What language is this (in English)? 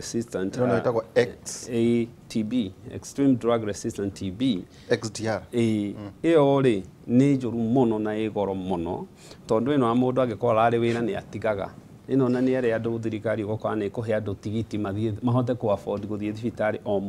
Kikuyu